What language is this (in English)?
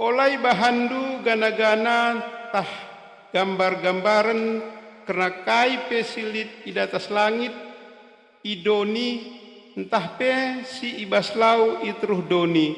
Batak Karo